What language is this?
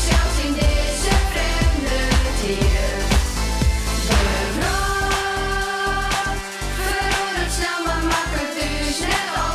Western Frisian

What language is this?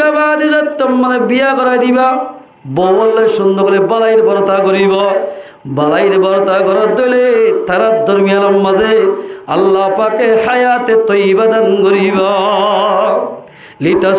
Rohingya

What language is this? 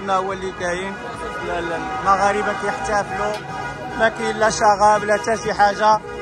Moroccan Arabic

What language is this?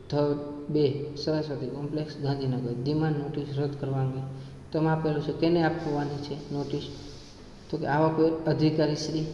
Gujarati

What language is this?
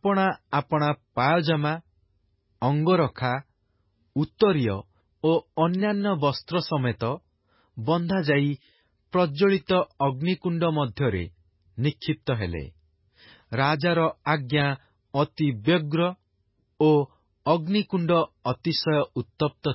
Odia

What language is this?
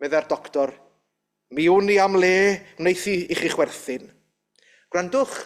Welsh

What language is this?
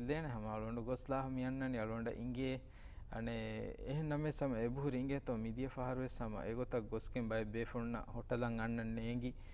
Divehi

